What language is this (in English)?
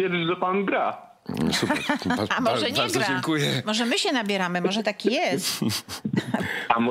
Polish